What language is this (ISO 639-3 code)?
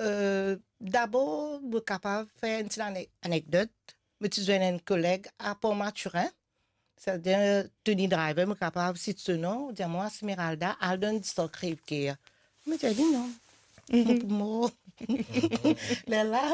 mfe